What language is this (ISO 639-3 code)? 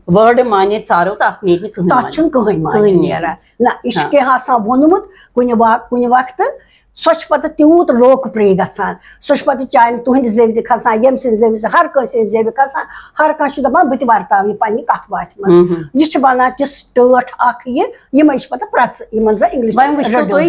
kas